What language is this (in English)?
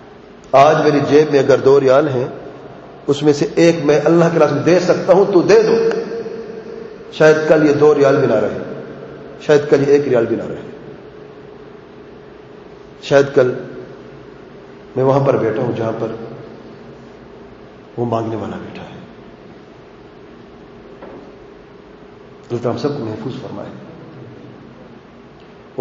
Urdu